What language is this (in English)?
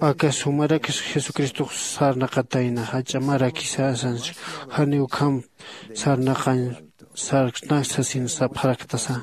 Aymara